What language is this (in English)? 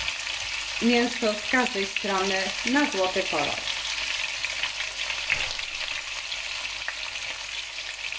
Polish